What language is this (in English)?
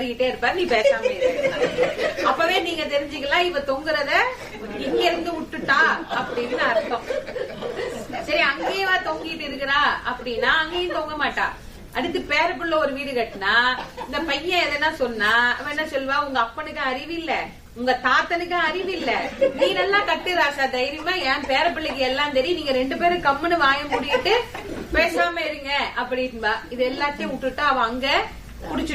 Tamil